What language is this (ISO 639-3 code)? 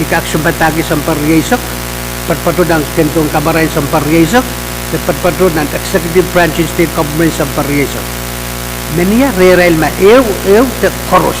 pon